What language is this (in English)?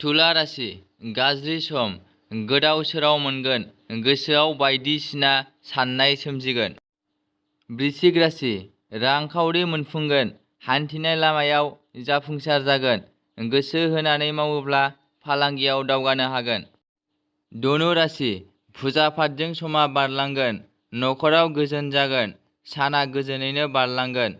Bodo